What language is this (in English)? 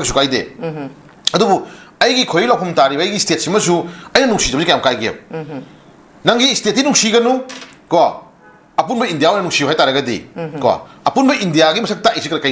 Manipuri